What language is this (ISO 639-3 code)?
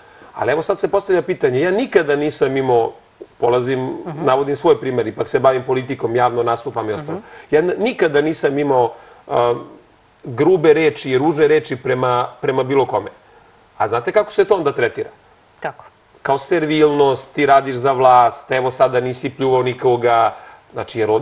srp